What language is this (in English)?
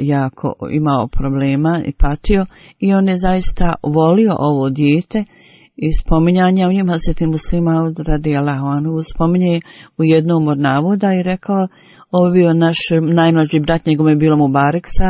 Bosnian